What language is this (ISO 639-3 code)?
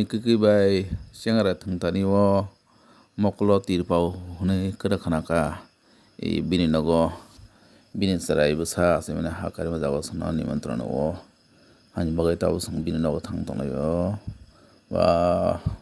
trp